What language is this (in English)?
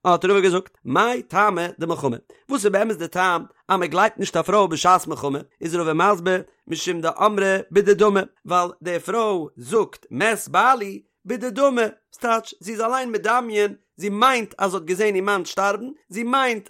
Yiddish